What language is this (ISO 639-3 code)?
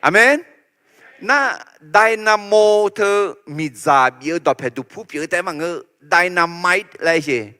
ahk